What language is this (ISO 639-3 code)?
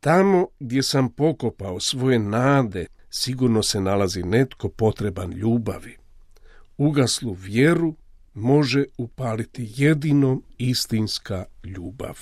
hrv